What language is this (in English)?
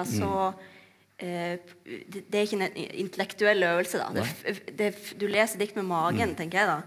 Norwegian